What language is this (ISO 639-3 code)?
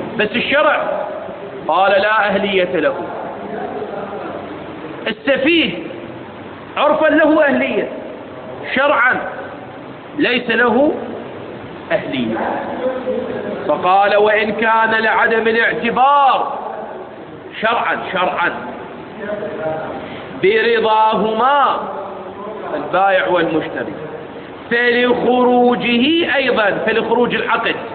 ara